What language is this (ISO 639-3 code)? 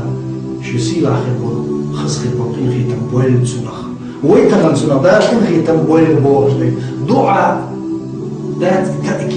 che